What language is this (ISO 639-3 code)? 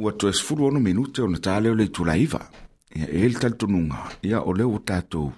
smo